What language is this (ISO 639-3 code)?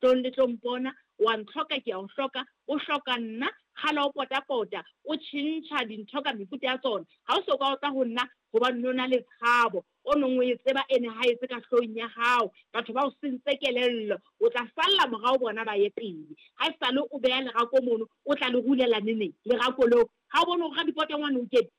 sot